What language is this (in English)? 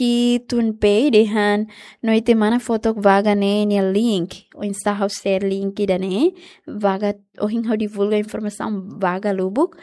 Tetum